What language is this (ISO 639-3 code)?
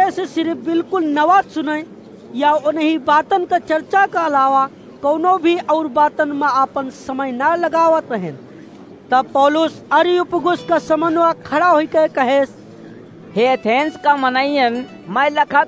awa